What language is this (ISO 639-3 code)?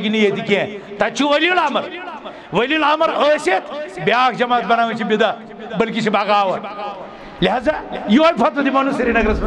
kas